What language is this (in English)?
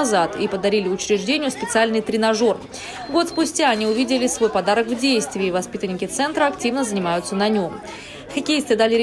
Russian